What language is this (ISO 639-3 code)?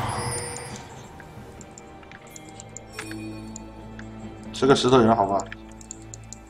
zho